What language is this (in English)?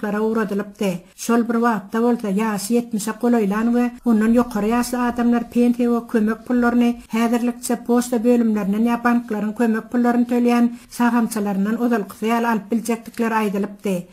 Turkmen